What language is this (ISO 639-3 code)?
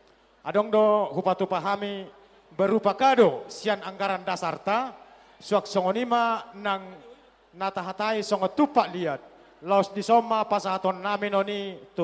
bbc